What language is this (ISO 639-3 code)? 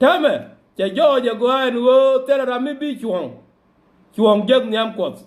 nus